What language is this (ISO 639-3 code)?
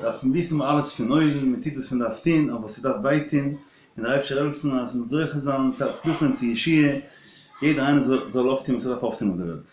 yid